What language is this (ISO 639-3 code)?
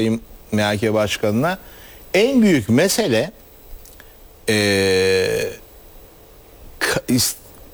tur